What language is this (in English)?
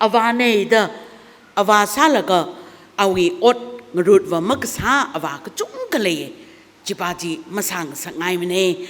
Tangkhul Naga (India)